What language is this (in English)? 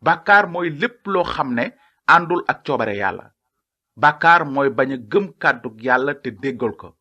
Wolof